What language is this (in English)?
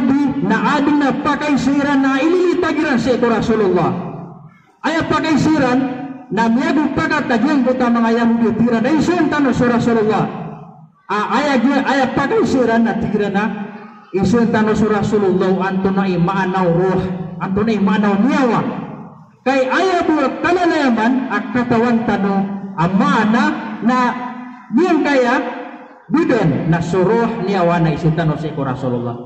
Maranao